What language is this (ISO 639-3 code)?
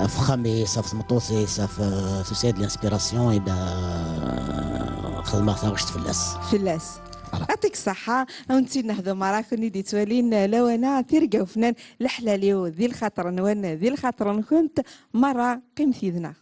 kab